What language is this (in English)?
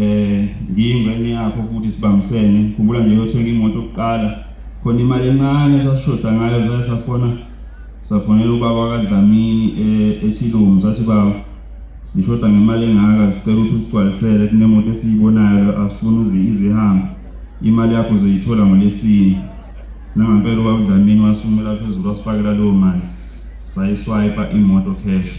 Zulu